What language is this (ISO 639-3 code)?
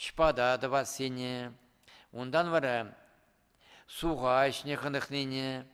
chv